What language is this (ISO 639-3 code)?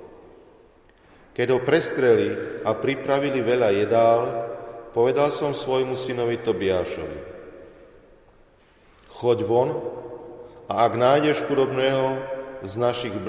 slk